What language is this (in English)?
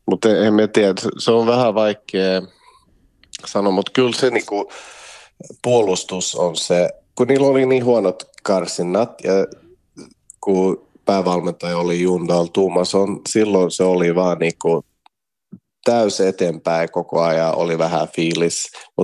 Finnish